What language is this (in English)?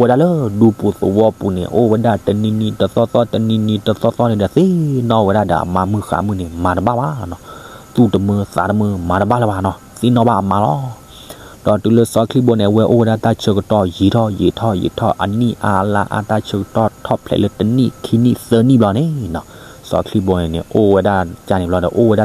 S'gaw Karen